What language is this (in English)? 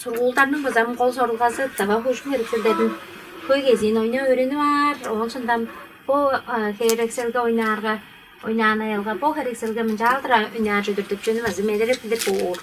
Tuvinian